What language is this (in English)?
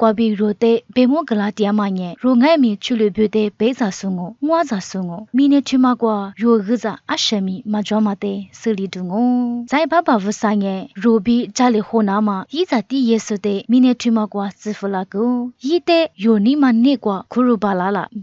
Lisu